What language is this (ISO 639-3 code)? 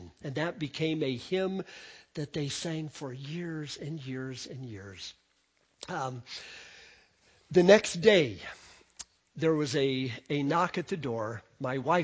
eng